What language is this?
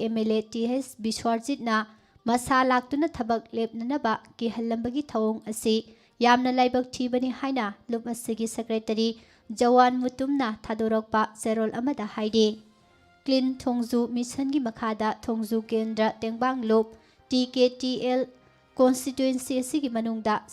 Manipuri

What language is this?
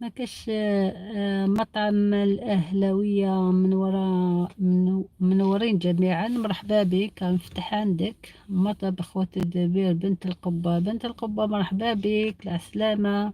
Algerian Arabic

